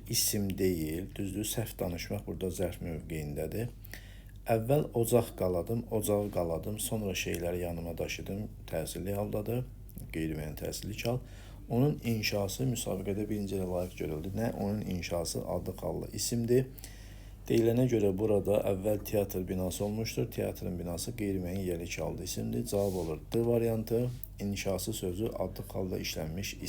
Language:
Azerbaijani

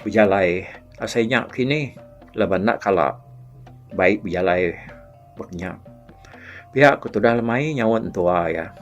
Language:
Iban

